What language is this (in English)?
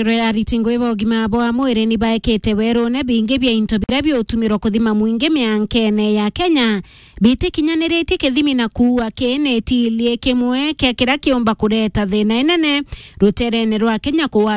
Meru